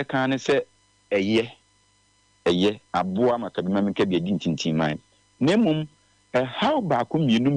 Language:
Akan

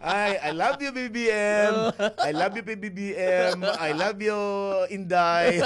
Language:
Waray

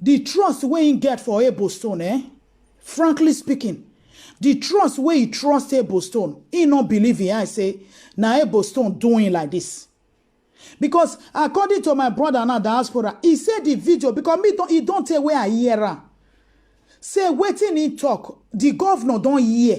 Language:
Nigerian Pidgin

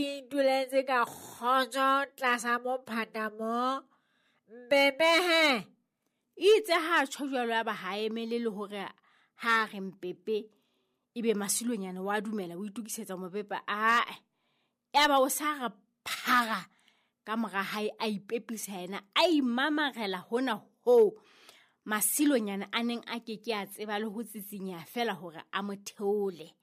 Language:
Southern Sotho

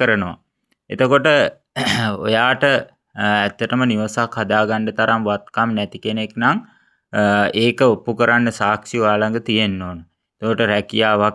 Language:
Sinhala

